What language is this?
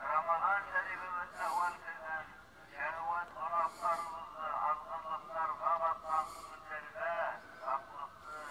Bashkir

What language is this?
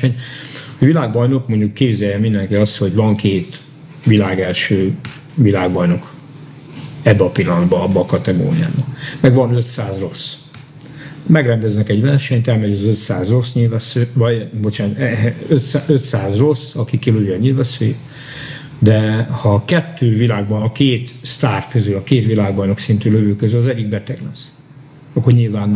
Hungarian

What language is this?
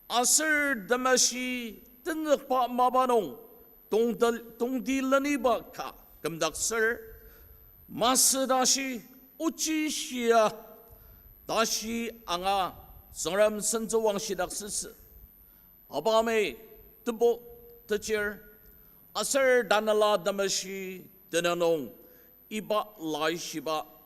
Ao Naga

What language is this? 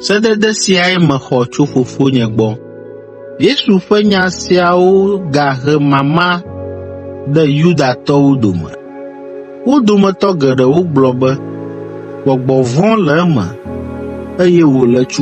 Ewe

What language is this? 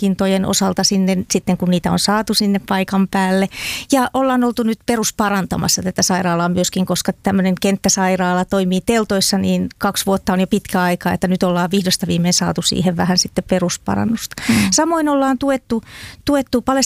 Finnish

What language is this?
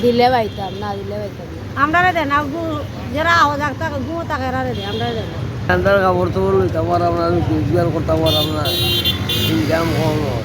Sylheti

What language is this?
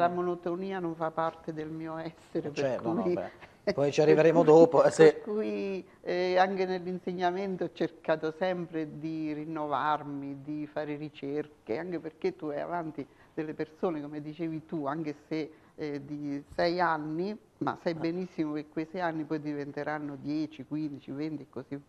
Italian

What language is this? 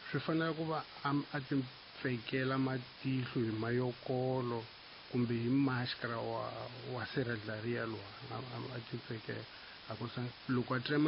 Tsonga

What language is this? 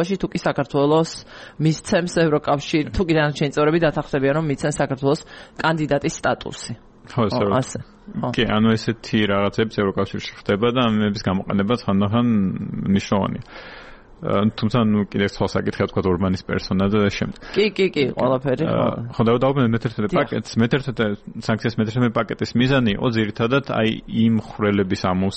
Georgian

